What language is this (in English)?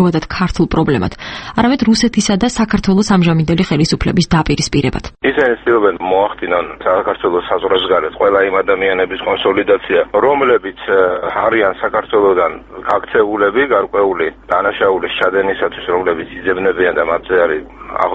Georgian